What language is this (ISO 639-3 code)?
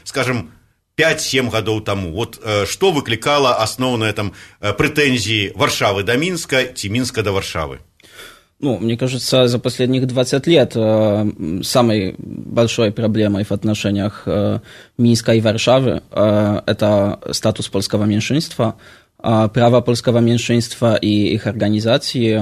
bel